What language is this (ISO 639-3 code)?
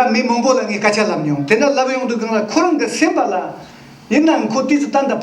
bod